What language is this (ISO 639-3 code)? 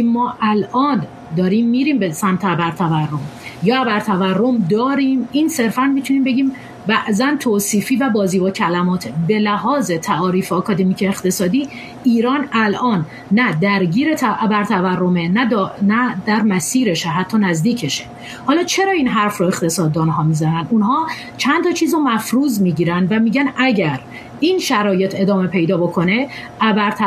fas